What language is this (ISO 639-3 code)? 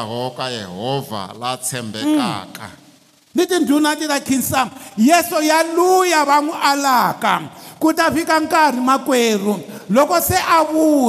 tso